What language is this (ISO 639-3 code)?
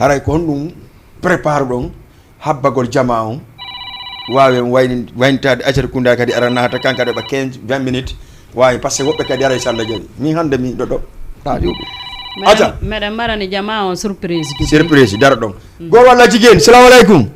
ful